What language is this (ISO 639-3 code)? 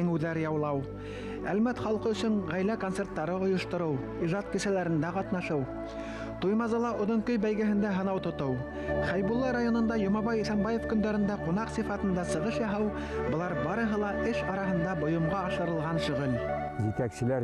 bak